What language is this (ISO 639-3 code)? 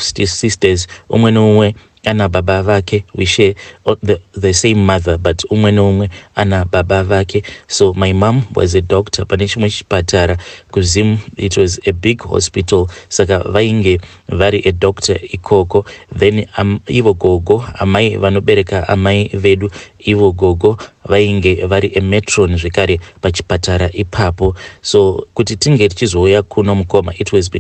sna